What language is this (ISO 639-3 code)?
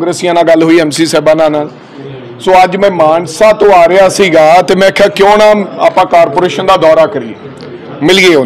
pan